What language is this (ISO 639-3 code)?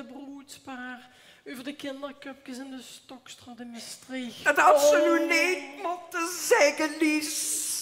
lim